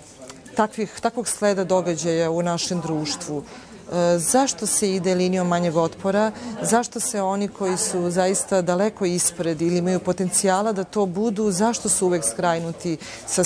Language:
Serbian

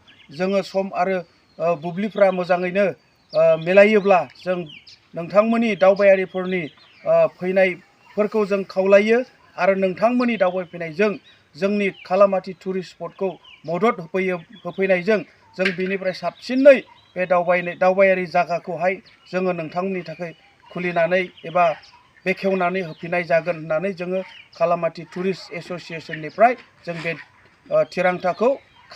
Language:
Bodo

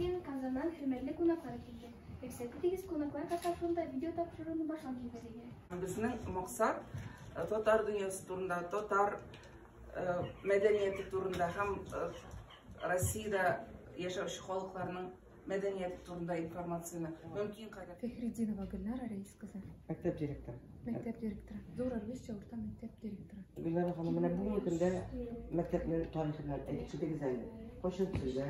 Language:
Tatar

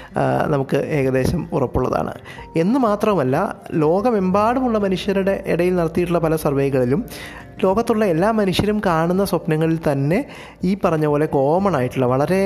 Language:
Malayalam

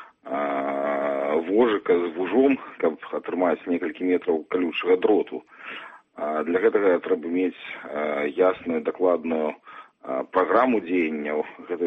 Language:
Belarusian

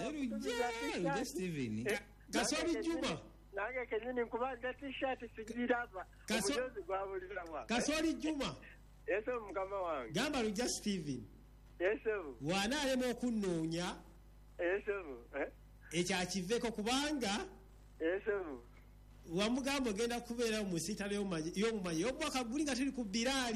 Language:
Ganda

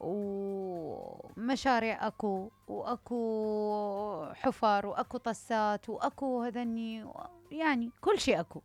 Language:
Mesopotamian Arabic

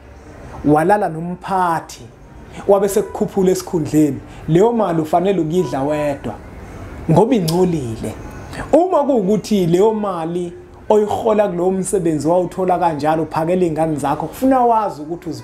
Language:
Zulu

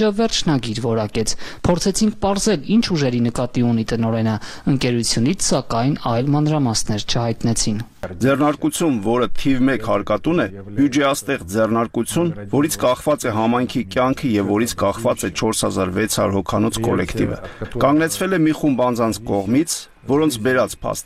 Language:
Armenian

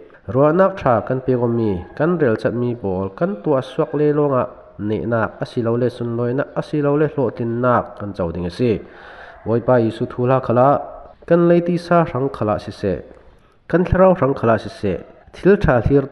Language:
Falam Chin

